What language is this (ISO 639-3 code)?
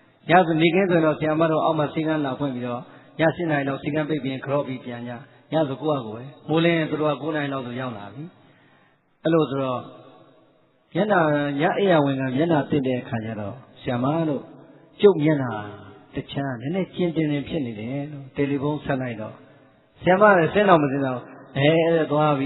mya